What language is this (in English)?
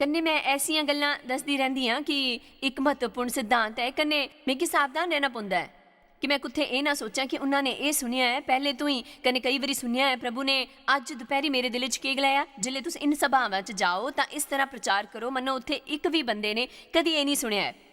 Dogri